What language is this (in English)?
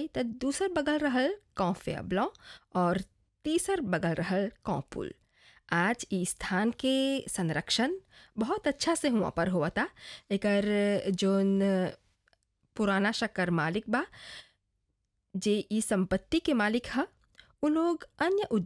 Bhojpuri